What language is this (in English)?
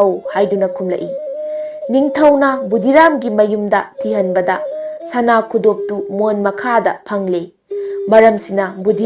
Manipuri